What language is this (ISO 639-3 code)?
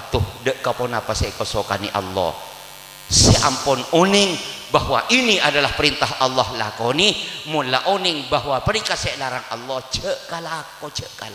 mad